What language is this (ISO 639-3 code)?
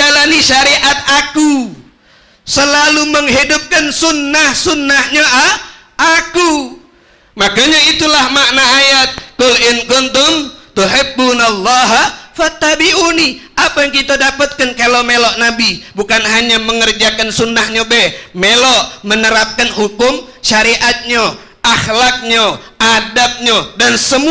mui